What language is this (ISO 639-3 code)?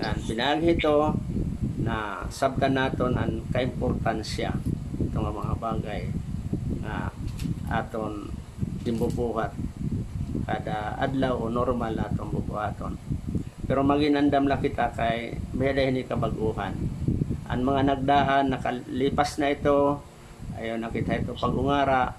war